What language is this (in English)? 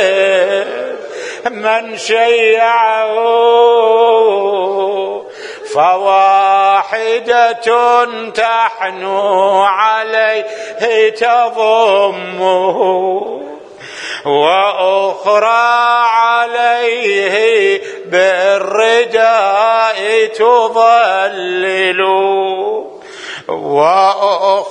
Arabic